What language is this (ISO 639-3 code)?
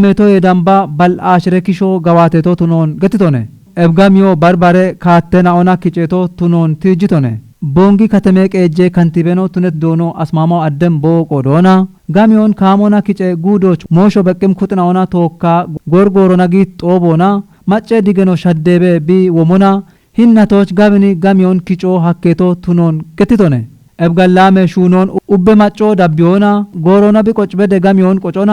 kbr